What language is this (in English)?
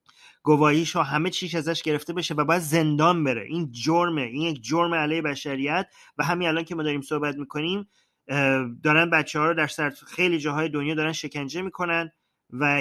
Persian